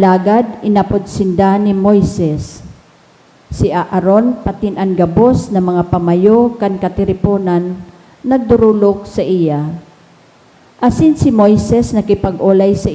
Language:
Bikol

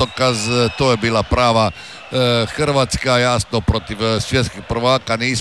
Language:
Croatian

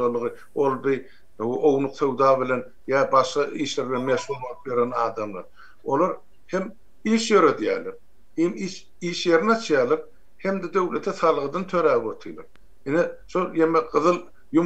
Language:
Turkmen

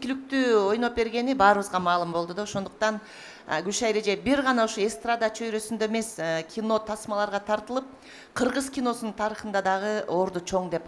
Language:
Kyrgyz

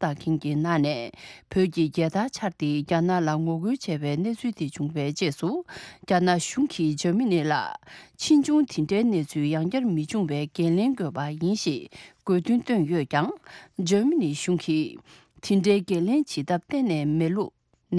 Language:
Tibetan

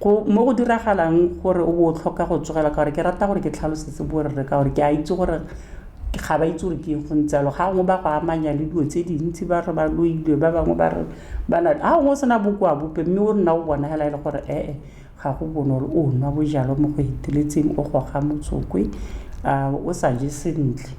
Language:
Tswana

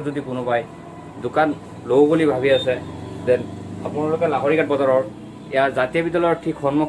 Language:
Assamese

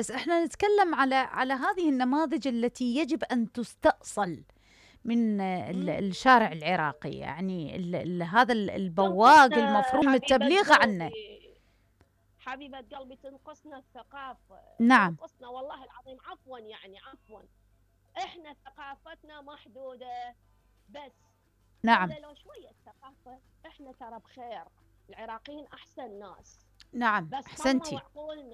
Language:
Mesopotamian Arabic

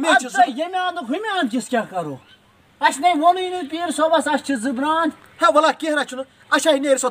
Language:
Kashmiri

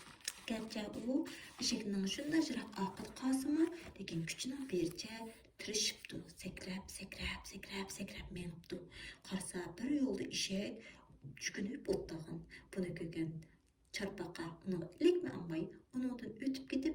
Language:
Uyghur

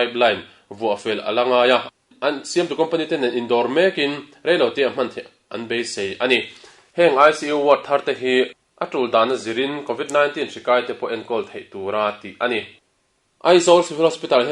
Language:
Mizo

